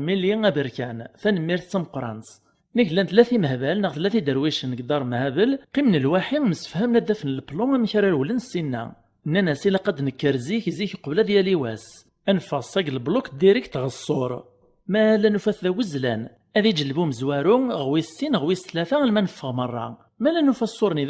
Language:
Kabyle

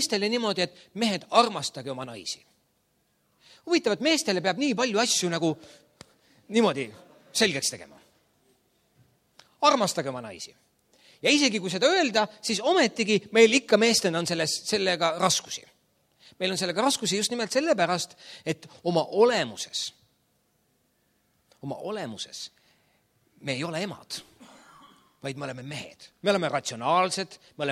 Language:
Estonian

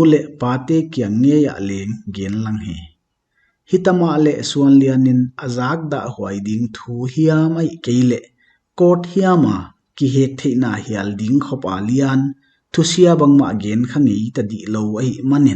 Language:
Paite Chin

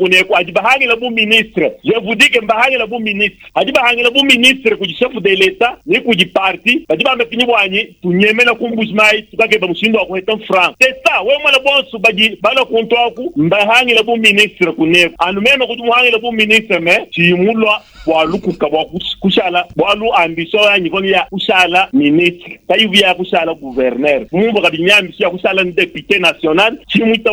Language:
Luba-Lulua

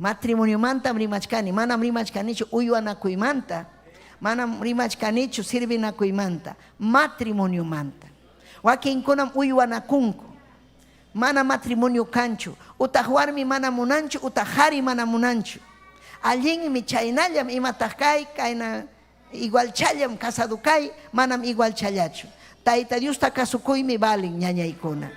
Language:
Ayacucho Quechua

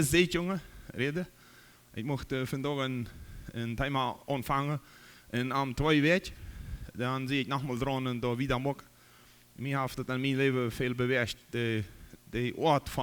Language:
Plautdietsch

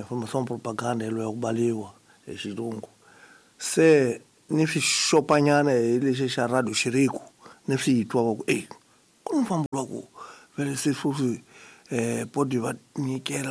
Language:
Tsonga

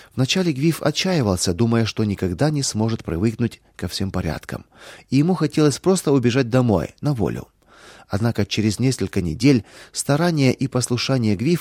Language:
Russian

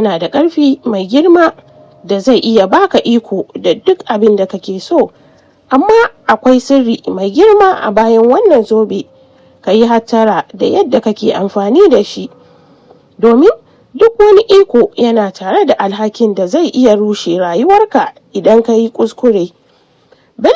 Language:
Hausa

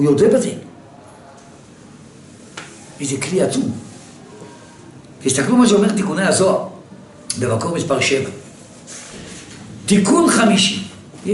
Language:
Hebrew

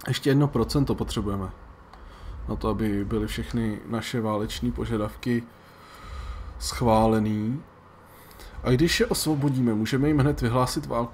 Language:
Czech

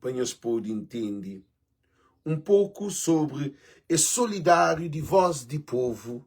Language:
Kabuverdianu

